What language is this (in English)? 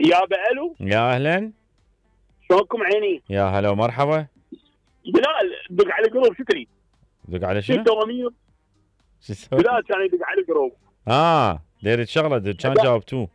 Mesopotamian Arabic